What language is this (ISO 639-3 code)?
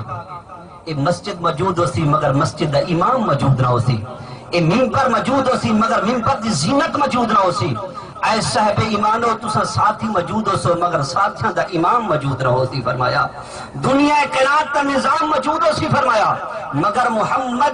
skr